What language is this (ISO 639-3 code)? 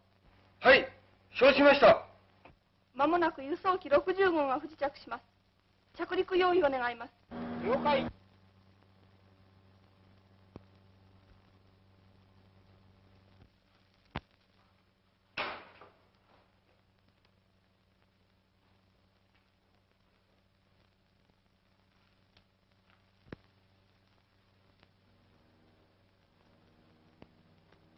jpn